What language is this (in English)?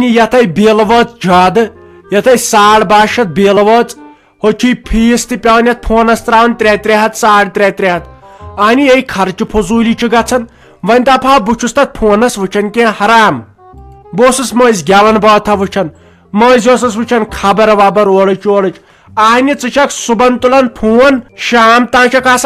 Kashmiri